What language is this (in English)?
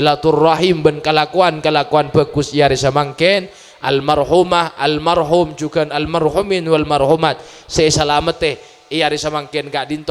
Madurese